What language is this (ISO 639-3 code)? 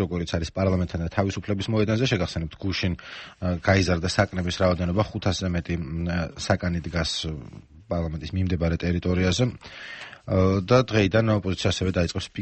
kat